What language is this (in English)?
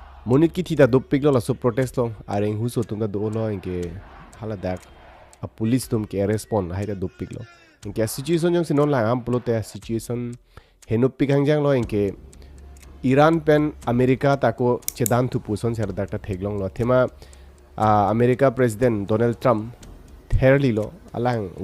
Karbi